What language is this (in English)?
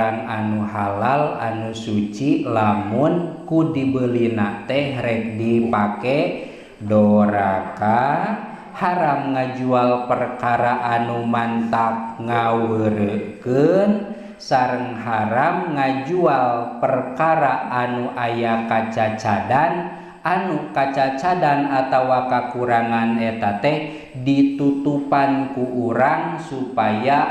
Sundanese